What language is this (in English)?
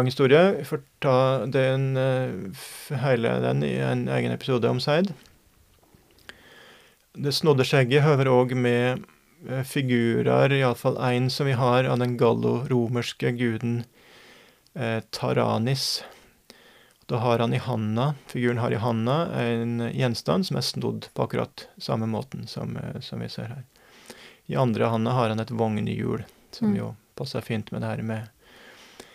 Norwegian